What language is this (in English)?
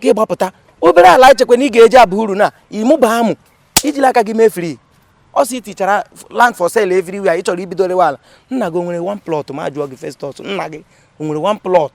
Igbo